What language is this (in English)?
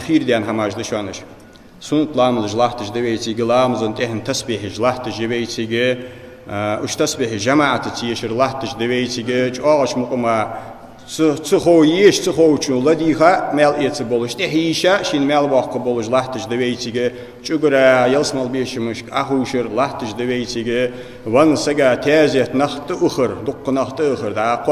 Ingush